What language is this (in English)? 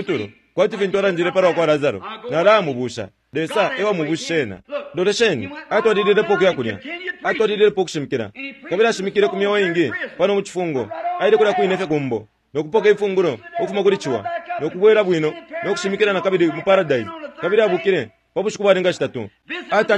Bemba